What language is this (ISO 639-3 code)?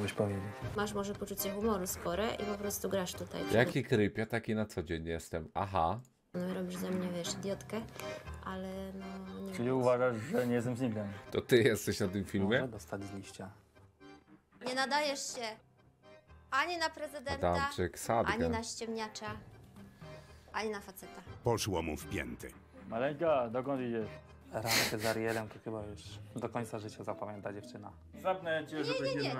pol